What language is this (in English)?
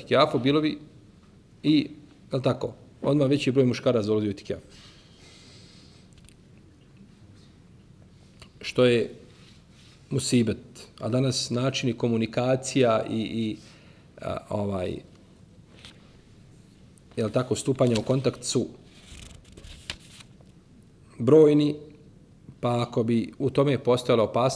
Bosnian